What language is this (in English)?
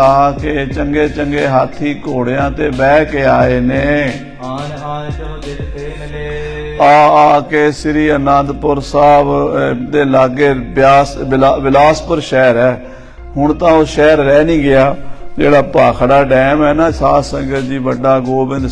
Punjabi